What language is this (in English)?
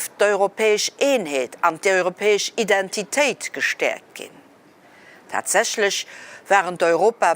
Luxembourgish